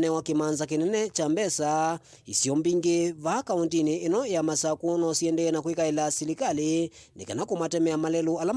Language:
Kamba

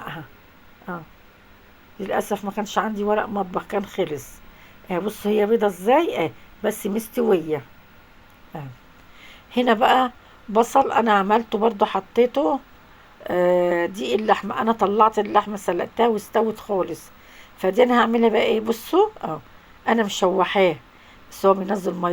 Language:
Egyptian Arabic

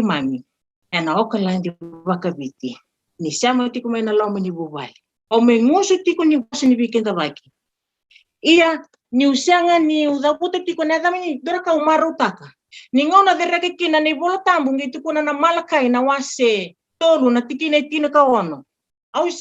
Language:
Fijian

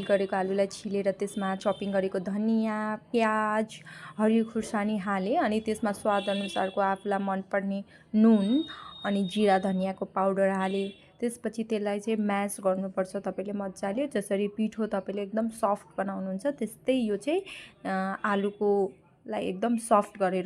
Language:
Nepali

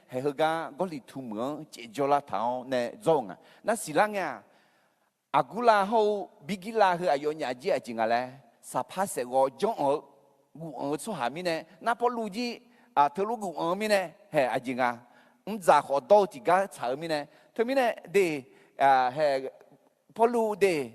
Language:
Akha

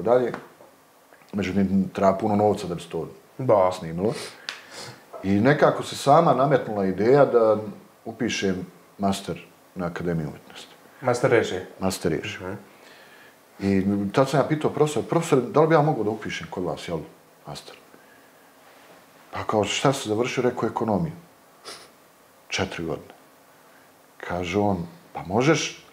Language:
Bosnian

